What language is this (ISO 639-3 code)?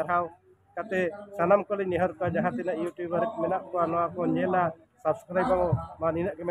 sat